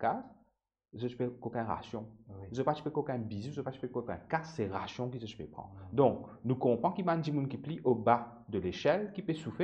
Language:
Morisyen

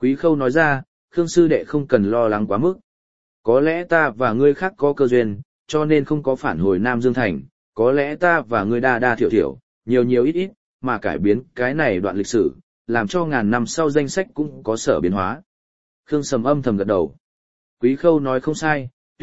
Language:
Vietnamese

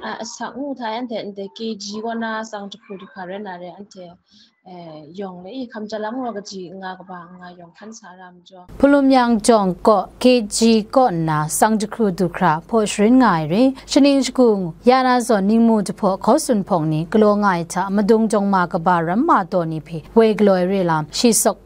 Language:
Kachin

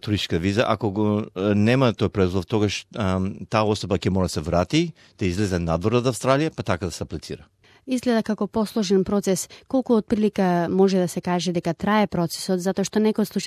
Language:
Macedonian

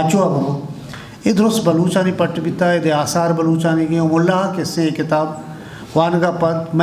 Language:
Eastern Balochi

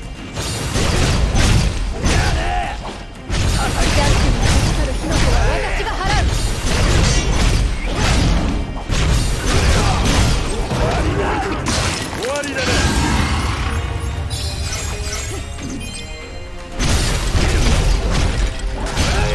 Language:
Japanese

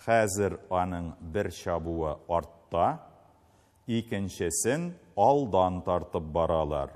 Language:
Tatar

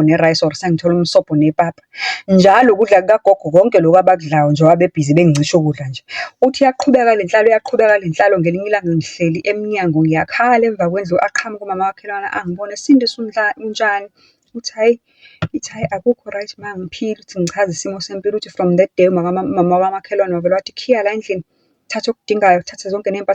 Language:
Zulu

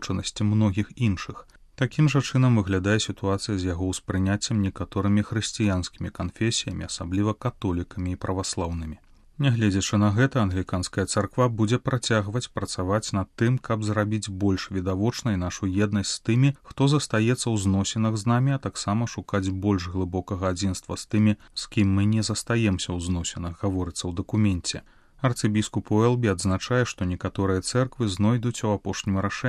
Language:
Belarusian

